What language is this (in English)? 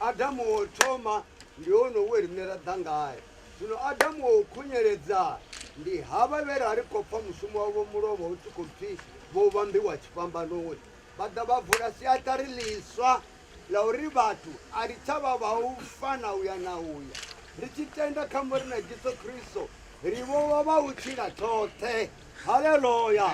Venda